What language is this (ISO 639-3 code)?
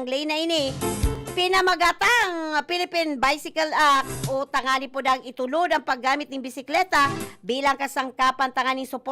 bik